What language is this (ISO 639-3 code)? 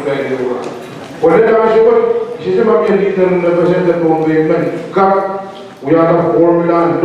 pon